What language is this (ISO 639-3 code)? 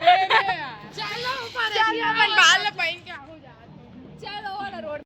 hne